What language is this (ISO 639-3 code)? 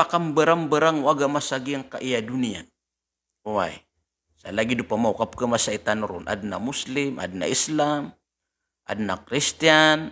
mrw